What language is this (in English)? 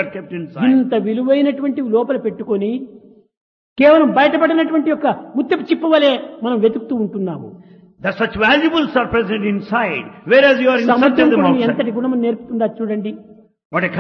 Telugu